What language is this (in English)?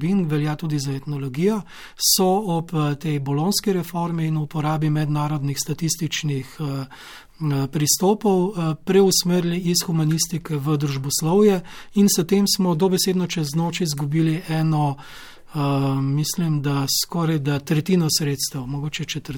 Slovenian